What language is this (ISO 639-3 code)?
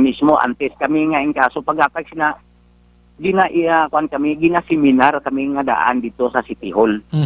hil